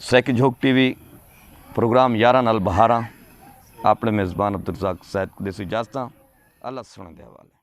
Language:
Saraiki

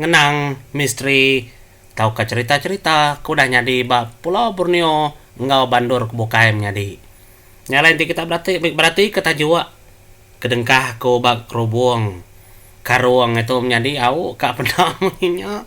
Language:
Iban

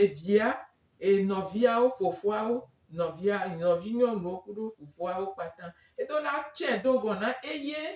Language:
Gen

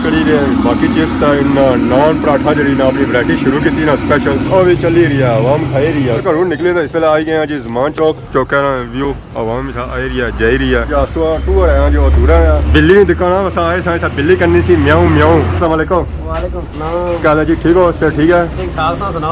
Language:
Pahari-Potwari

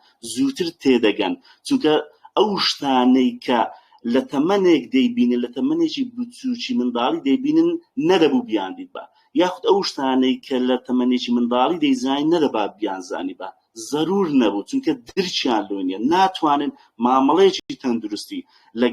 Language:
Central Kurdish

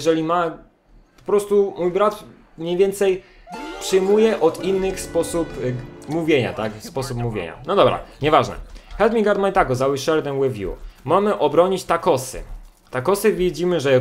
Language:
Polish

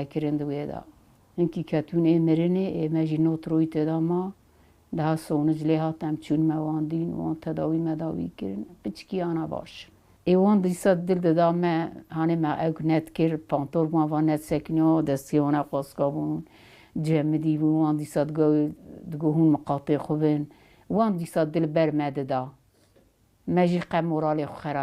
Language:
Kurdish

